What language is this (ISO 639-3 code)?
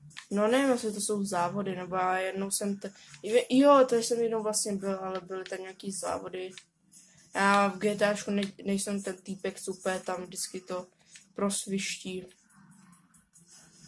ces